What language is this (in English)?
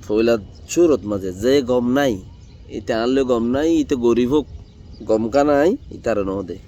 Rohingya